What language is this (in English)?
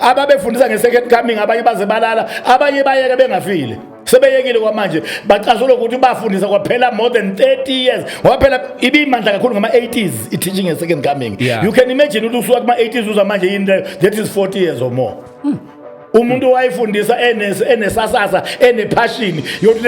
Zulu